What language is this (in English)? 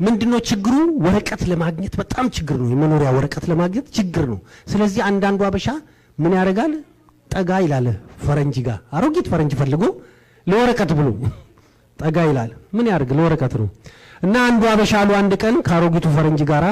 Amharic